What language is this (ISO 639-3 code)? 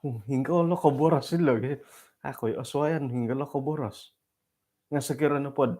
dtp